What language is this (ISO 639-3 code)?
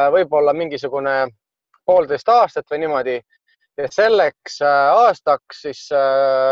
est